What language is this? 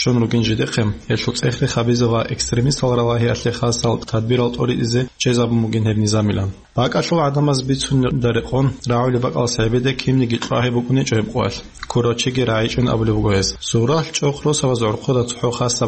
Avaric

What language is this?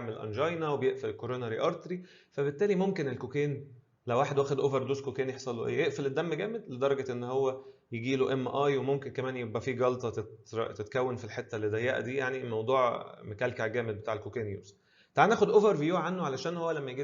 Egyptian Arabic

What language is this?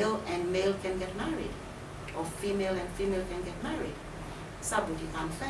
Seselwa Creole French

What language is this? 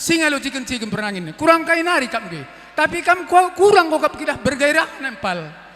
Batak Karo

